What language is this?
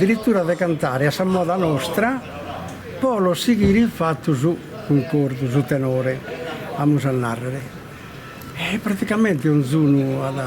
Sardinian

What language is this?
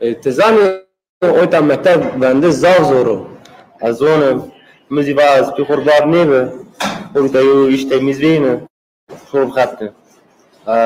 Zaza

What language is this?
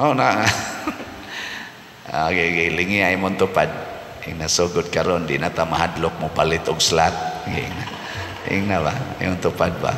Cebuano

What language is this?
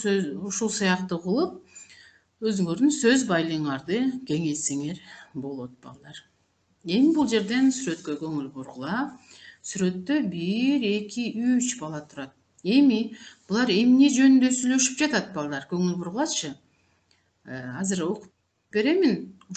Kyrgyz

